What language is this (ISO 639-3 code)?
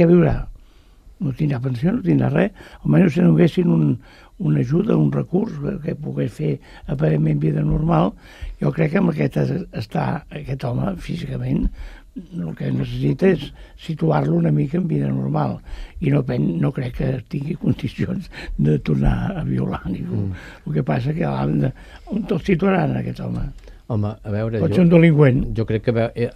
cat